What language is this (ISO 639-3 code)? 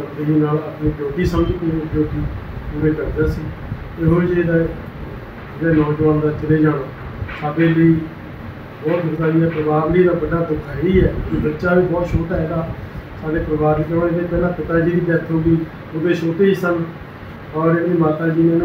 pan